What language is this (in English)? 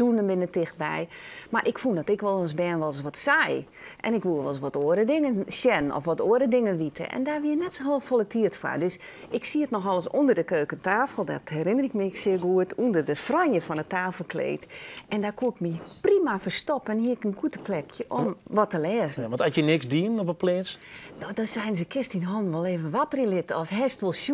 Western Frisian